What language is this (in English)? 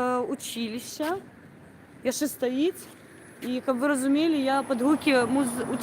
Belarusian